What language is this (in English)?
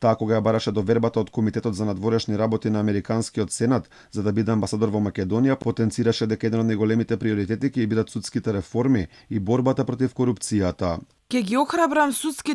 Macedonian